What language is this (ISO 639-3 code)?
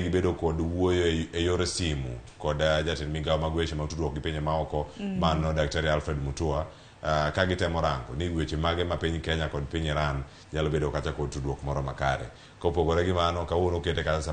luo